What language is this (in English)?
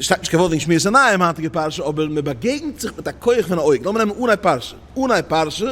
Yiddish